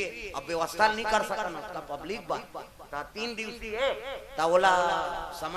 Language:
Chhattisgarhi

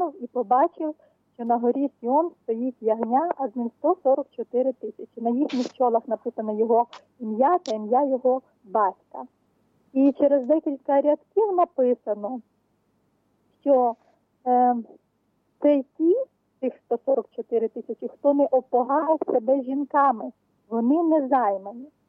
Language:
Ukrainian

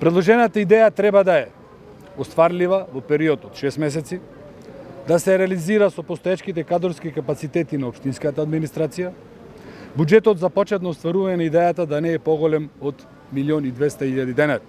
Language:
Macedonian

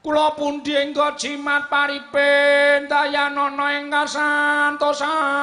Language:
Javanese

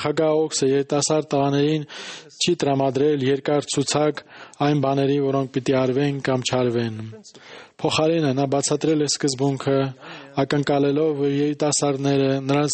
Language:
Armenian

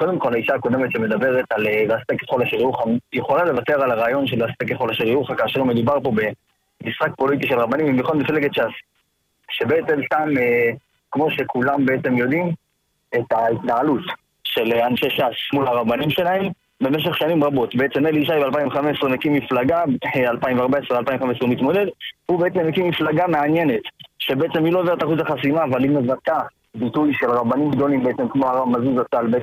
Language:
Hebrew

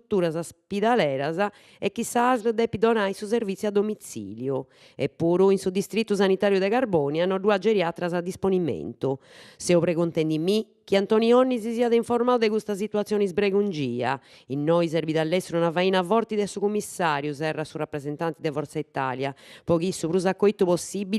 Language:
Sardinian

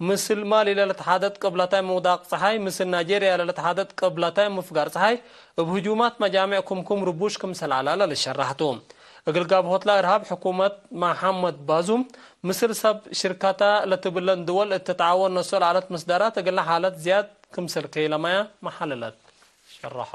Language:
Tigre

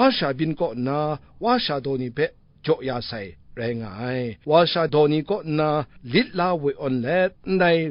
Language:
Kachin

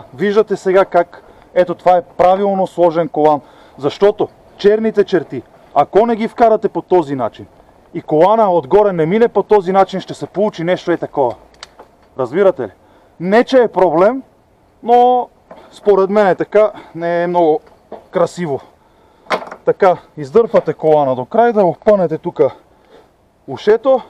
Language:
Bulgarian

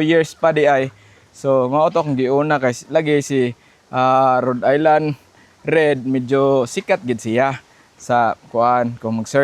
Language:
Cebuano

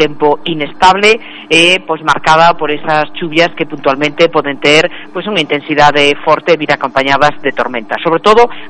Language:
Galician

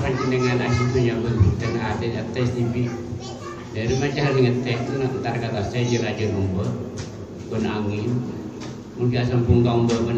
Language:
Madurese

